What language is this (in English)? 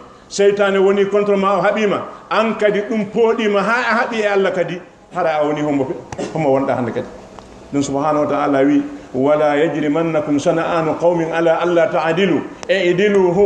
Fula